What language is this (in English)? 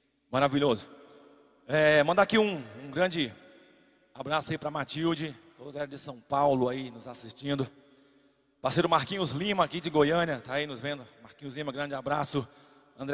Portuguese